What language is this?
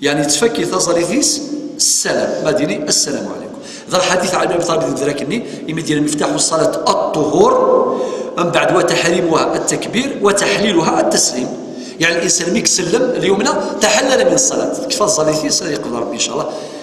Kabyle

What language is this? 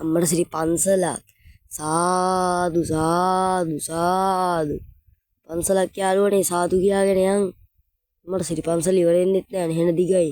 Sinhala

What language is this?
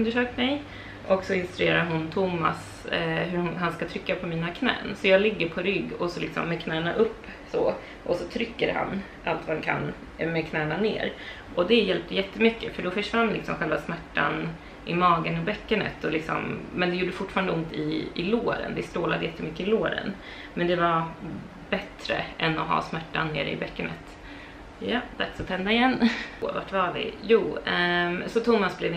Swedish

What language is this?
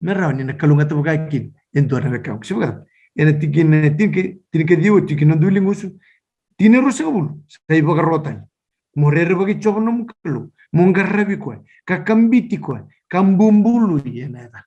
Fijian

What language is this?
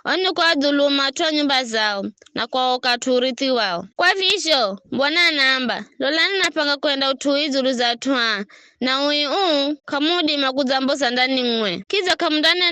Giryama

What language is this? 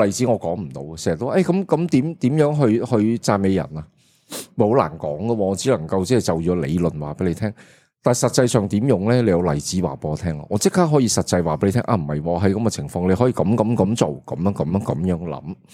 Cantonese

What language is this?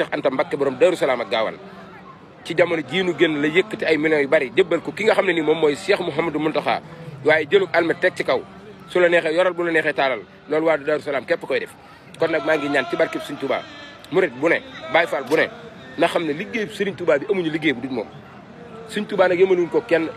Wolof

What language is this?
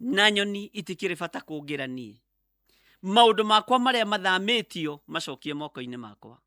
Kikuyu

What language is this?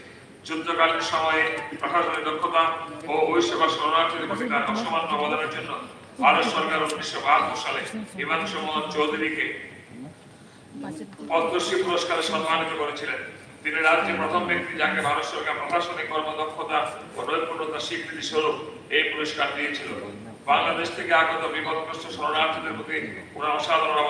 Bangla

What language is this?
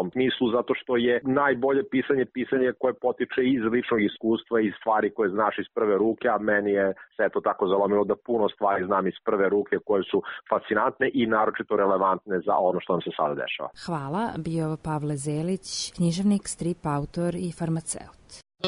Serbian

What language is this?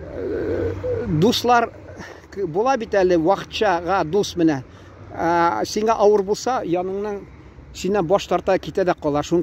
Tatar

